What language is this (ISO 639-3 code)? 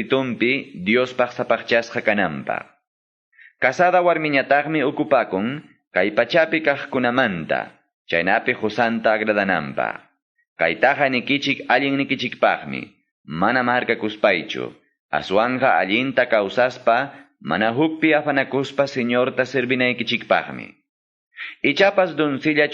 que